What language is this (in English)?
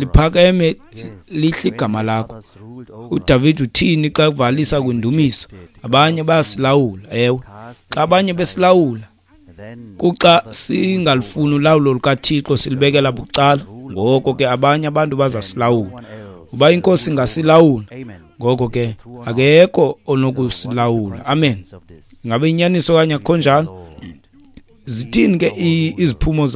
Xhosa